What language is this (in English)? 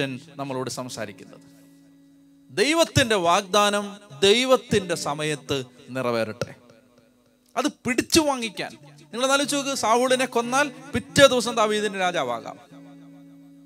Malayalam